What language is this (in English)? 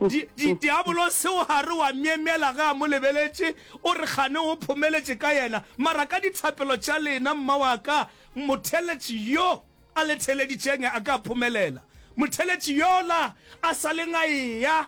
Northern Sotho